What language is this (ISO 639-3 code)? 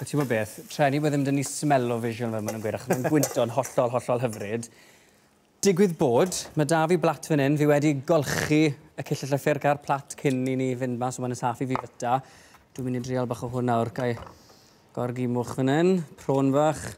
cym